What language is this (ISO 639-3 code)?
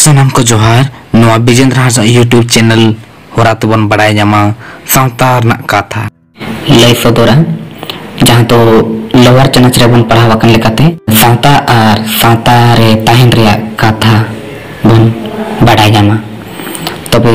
sat